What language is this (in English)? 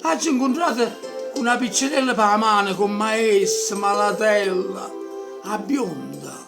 Neapolitan